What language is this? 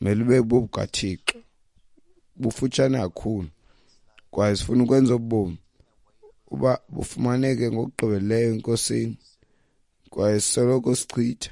Xhosa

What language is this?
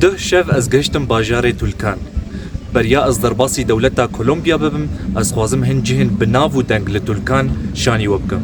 Kurdish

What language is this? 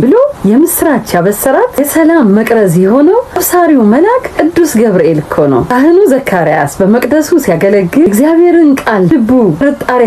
Amharic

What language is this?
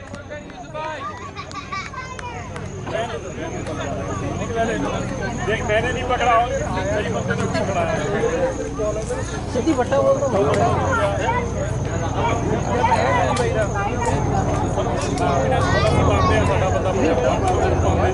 Hindi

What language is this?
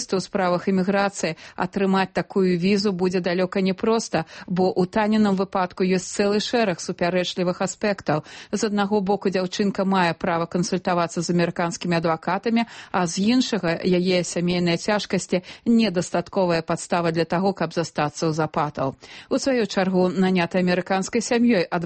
Belarusian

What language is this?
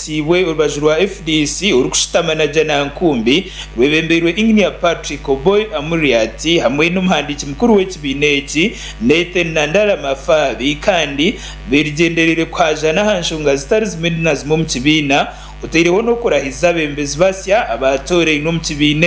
Nyankole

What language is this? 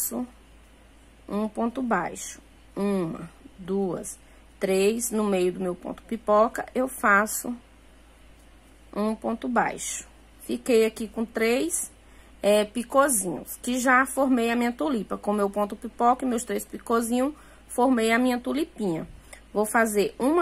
Portuguese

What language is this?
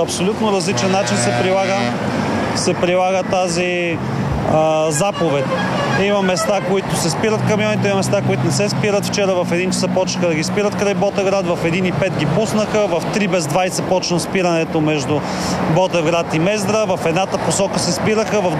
Bulgarian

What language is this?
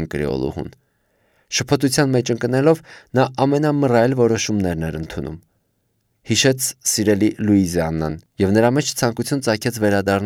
Armenian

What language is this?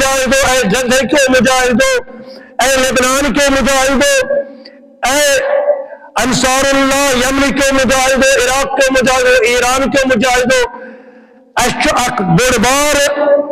Kashmiri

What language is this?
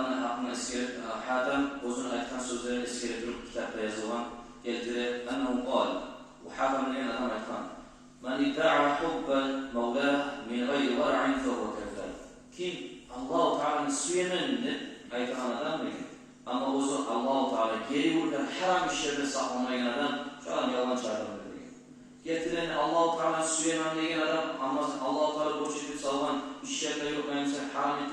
Kumyk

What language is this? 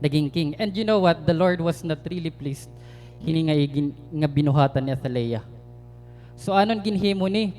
Waray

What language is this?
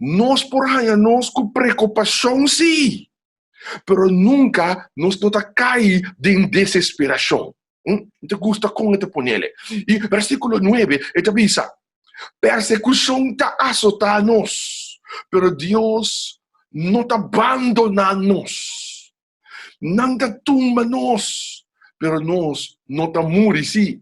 Papiamento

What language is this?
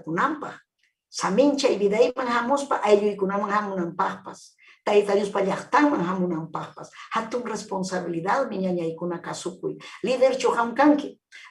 Ayacucho Quechua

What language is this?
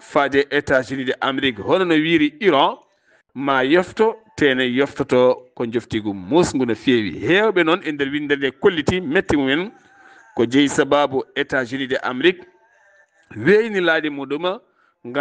Fula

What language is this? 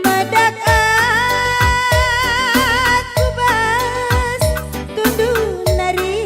Batak Karo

